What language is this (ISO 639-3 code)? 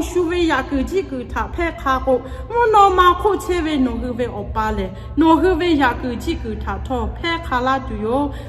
lhu